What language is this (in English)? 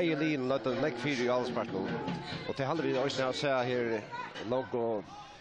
Faroese